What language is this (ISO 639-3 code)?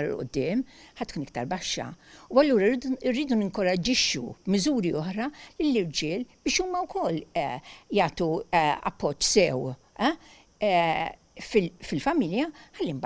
mlt